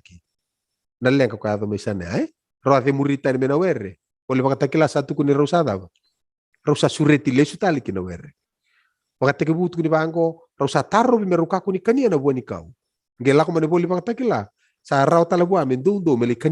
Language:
Fijian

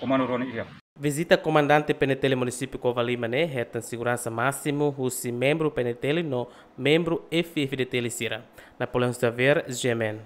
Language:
Tetum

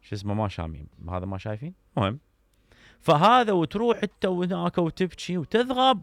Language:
Mesopotamian Arabic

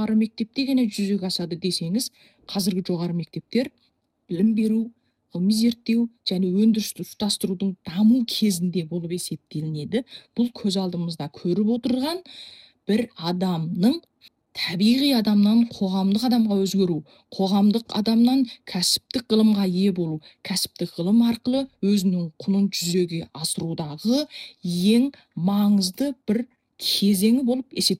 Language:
Kazakh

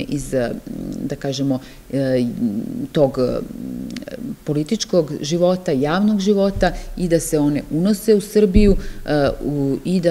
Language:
Serbian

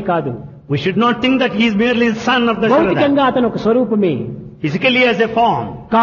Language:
Telugu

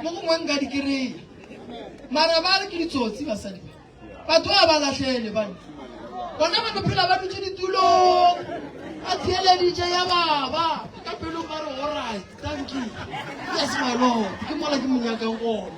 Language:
Northern Sotho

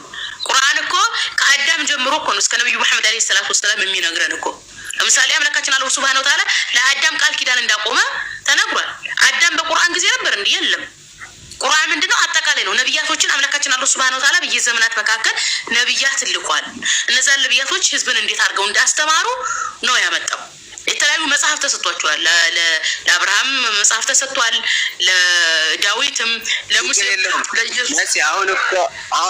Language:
Amharic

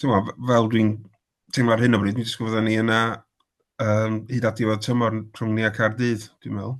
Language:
Welsh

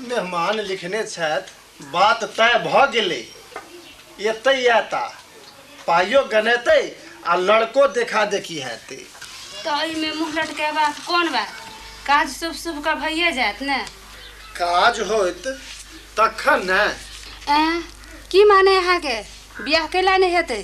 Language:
Maithili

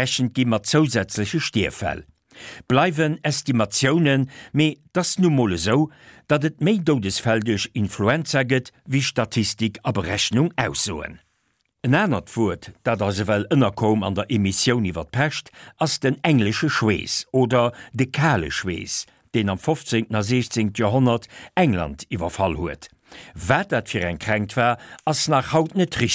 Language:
Luxembourgish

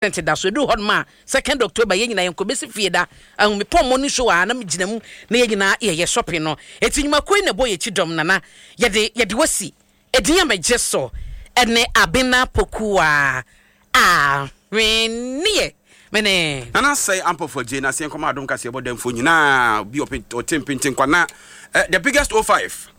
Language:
Akan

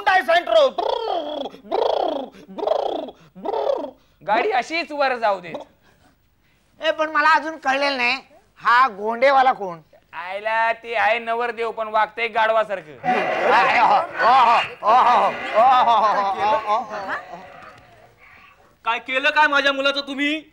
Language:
Marathi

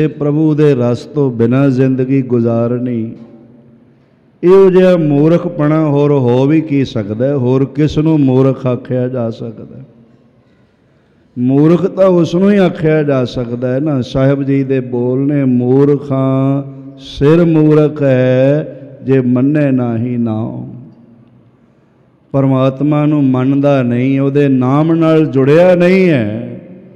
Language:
Punjabi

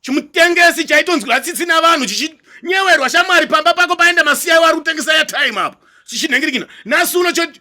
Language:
Shona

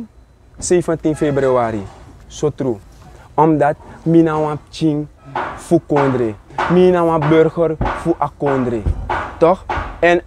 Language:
Sranan Tongo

